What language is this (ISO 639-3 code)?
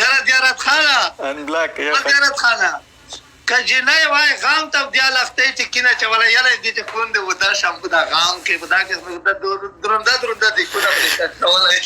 pus